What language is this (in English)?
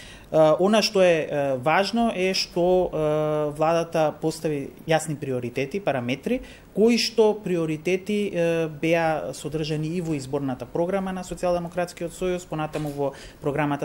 Macedonian